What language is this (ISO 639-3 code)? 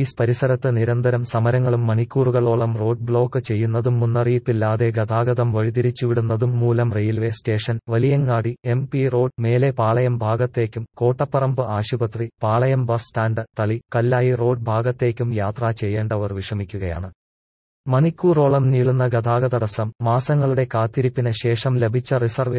mal